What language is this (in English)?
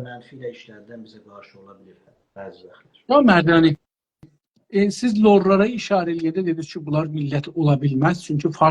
South Azerbaijani